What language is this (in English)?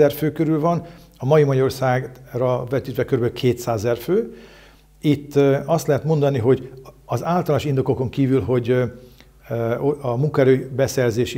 Hungarian